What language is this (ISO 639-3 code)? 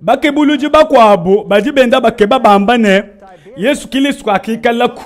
lua